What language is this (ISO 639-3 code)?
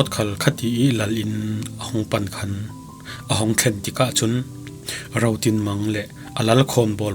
cfm